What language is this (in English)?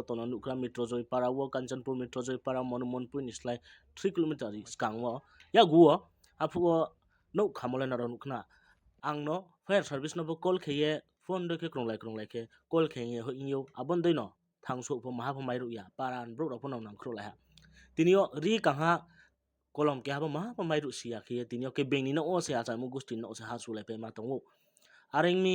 Riang (India)